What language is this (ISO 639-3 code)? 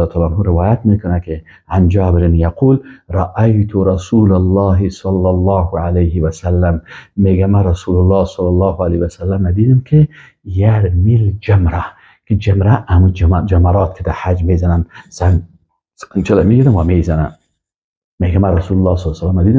fas